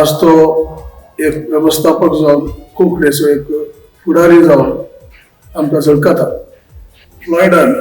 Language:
Konkani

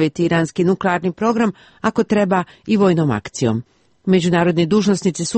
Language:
Serbian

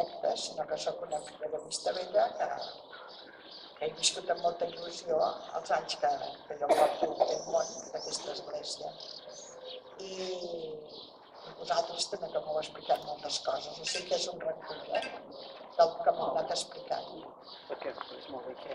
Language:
Catalan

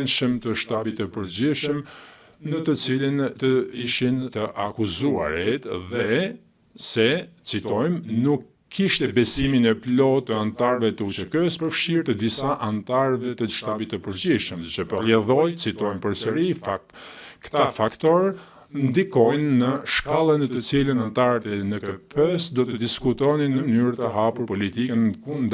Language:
Albanian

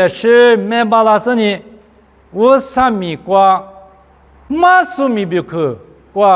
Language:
Lisu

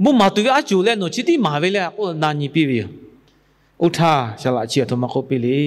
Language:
Lahu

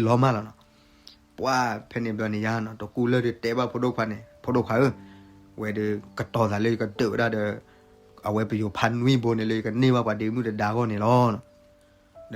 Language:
S'gaw Karen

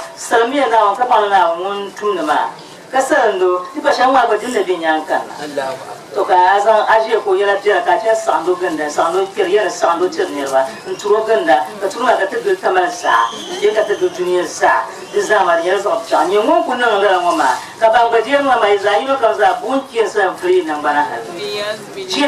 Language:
Dagbani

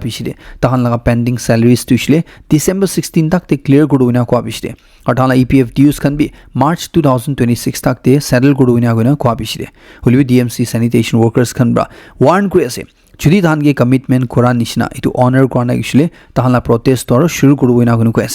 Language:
Naga Pidgin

